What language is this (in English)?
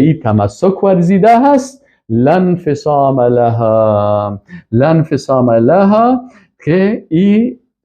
Persian